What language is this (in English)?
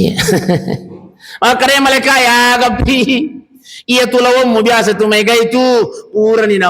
Buginese